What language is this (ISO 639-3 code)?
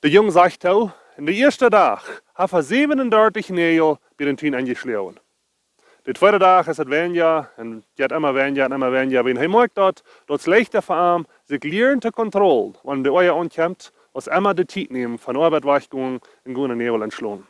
pdt